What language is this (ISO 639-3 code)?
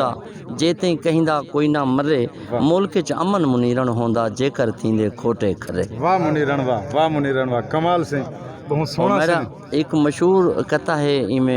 skr